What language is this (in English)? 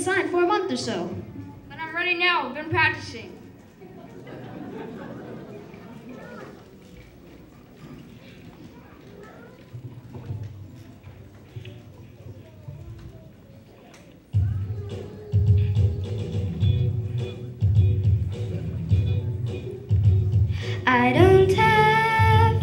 English